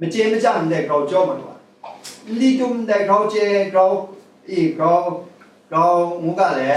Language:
Kachin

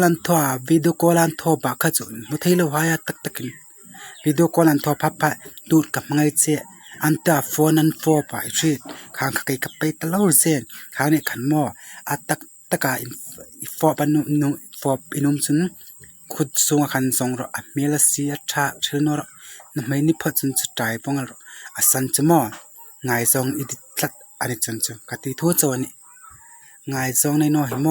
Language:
Hmar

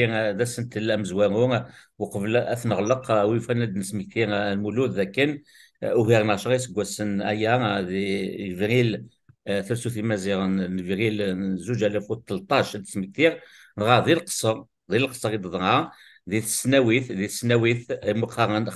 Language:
Kabyle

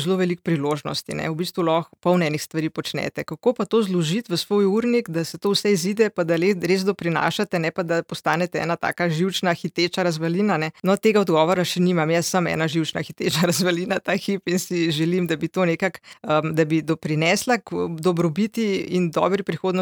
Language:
Slovenian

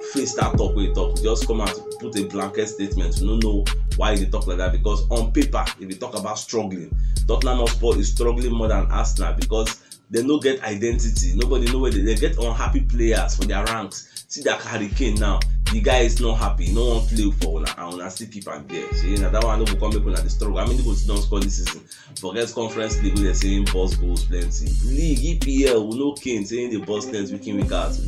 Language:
Nigerian Pidgin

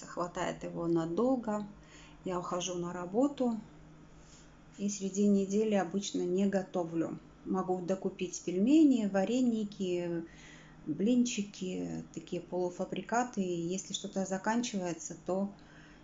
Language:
Russian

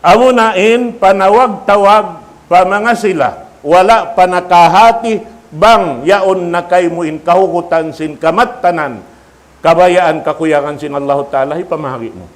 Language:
Tausug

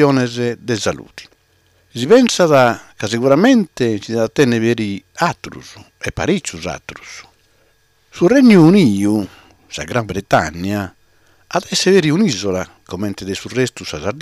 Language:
Sardinian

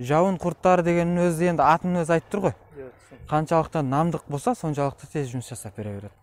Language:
Kazakh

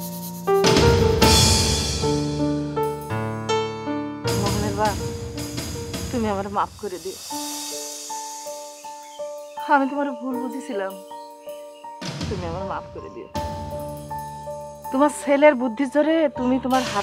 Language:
Bangla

